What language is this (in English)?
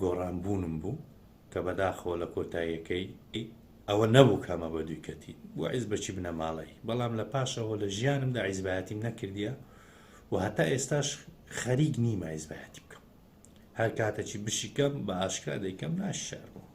Central Kurdish